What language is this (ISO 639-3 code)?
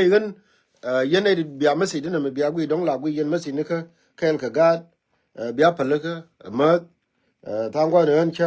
nus